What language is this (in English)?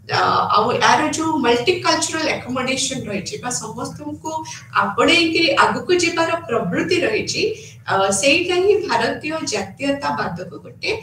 Odia